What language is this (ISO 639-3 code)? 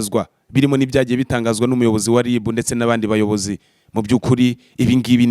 kin